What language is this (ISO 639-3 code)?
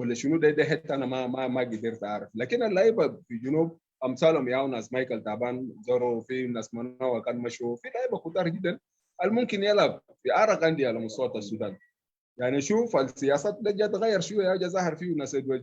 apd